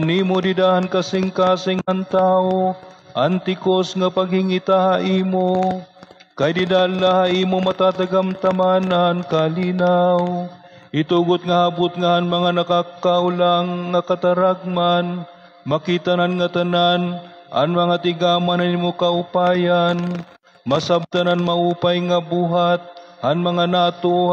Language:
Waray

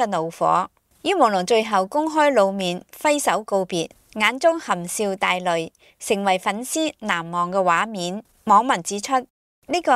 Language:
Cantonese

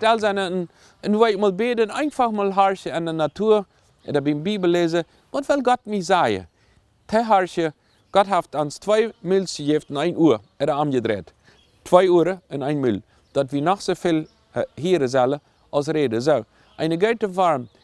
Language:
Plautdietsch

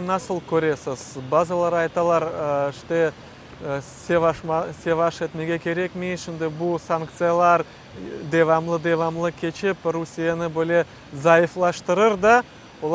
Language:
Crimean Tatar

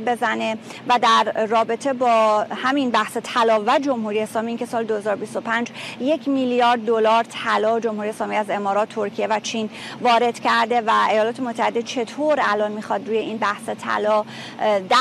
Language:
Persian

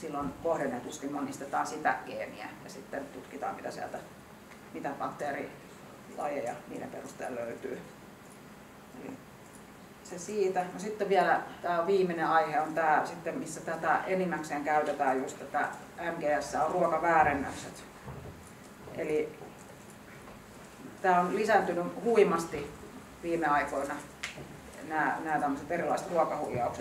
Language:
Finnish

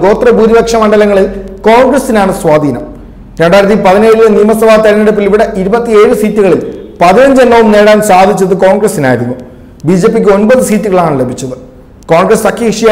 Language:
Malayalam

